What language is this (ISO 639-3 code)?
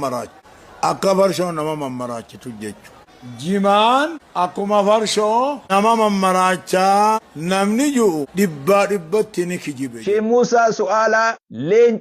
orm